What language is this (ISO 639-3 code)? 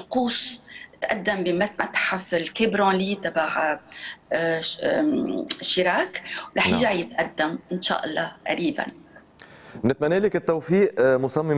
apc